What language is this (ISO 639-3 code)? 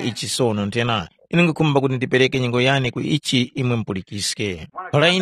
tum